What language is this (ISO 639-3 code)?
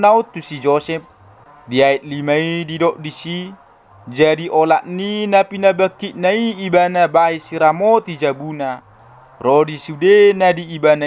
bbc